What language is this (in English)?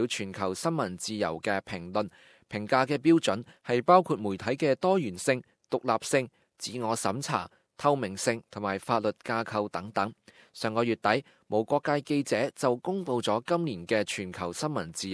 Cantonese